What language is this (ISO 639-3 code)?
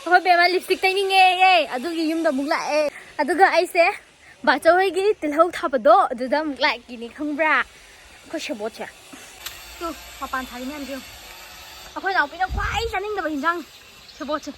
mni